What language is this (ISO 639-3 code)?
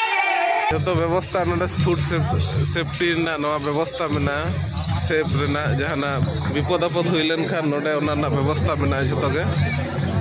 sat